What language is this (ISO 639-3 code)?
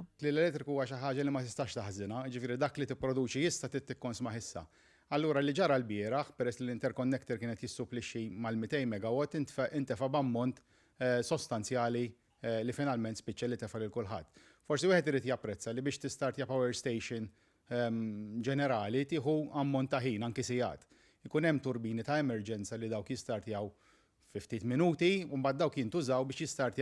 mlt